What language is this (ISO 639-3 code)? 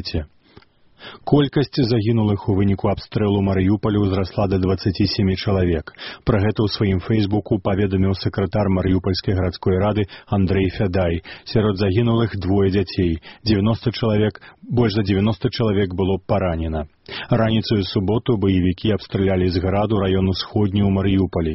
bel